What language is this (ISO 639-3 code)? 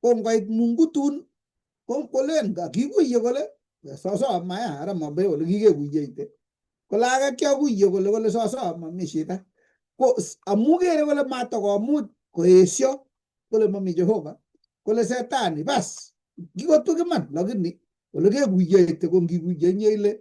kln